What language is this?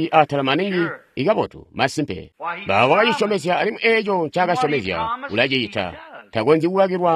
Tonga (Zambia)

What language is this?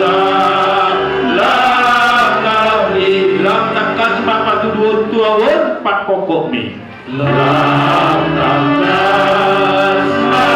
Batak Toba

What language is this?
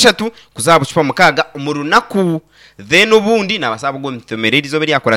Nyankole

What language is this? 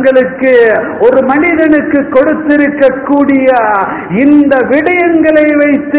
Tamil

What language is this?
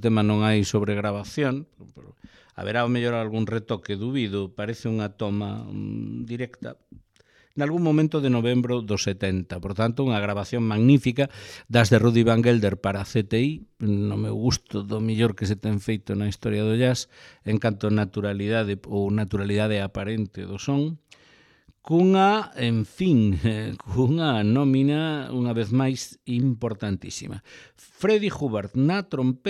Galician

